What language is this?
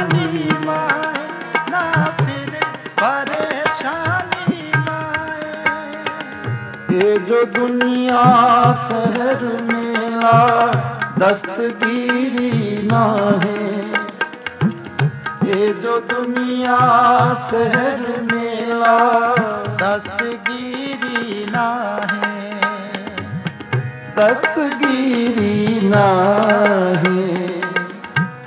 Punjabi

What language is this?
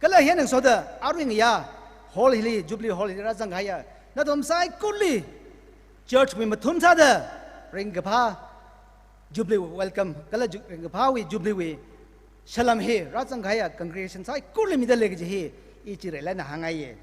Tangkhul Naga (India)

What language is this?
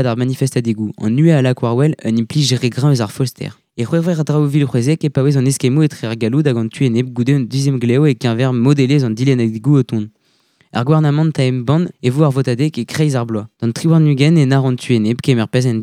Breton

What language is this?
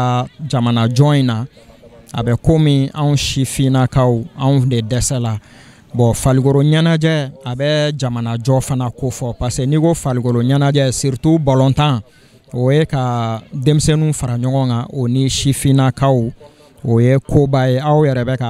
Bambara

